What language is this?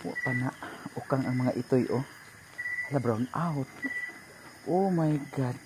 Cebuano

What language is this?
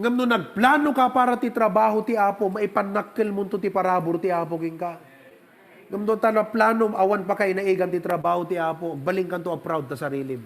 Iloko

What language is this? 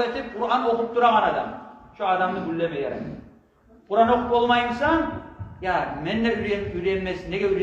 Kumyk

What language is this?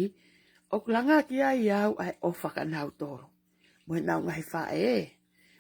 Tongan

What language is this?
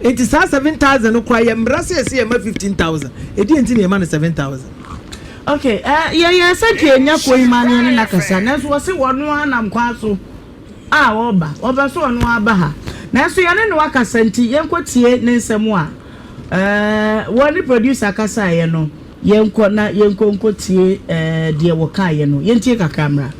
Akan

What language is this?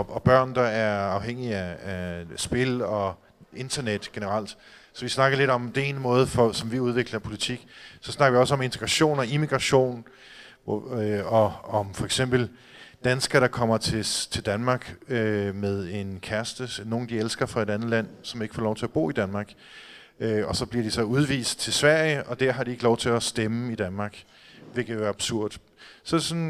Danish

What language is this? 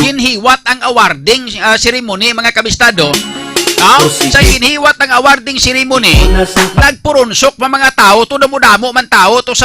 Hiligaynon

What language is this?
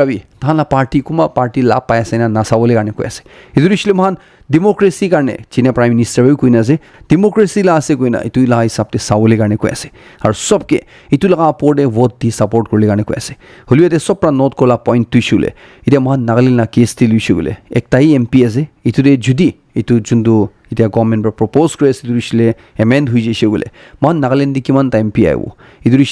Naga Pidgin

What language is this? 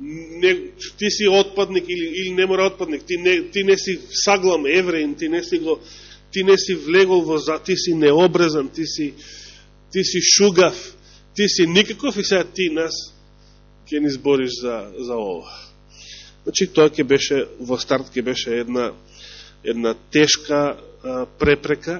Macedonian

